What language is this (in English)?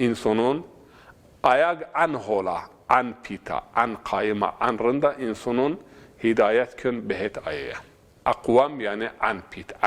Zaza